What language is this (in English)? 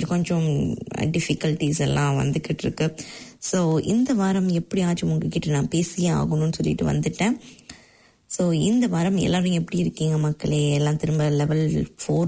Tamil